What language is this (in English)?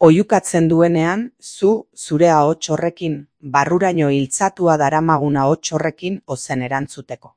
Basque